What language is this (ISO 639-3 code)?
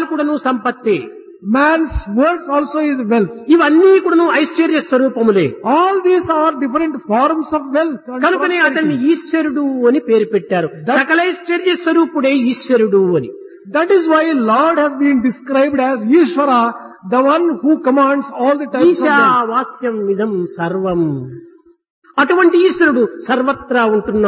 tel